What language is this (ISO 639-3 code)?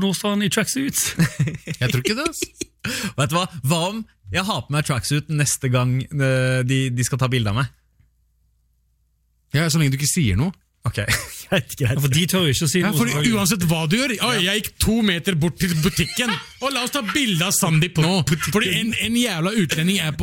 nor